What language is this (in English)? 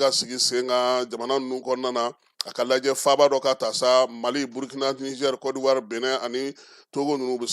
Bambara